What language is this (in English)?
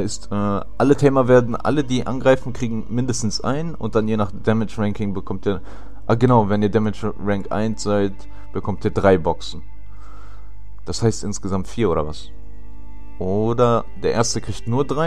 German